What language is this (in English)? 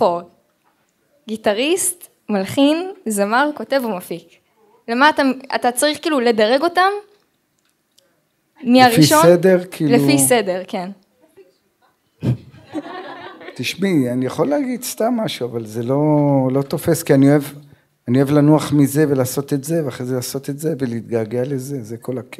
Hebrew